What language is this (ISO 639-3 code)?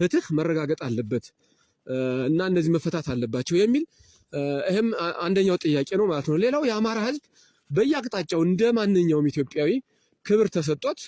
amh